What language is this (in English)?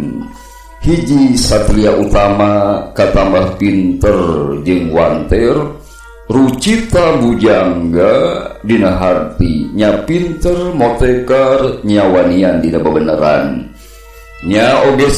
Sundanese